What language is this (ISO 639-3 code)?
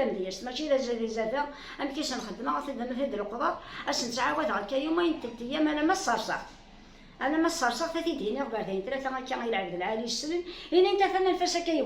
kab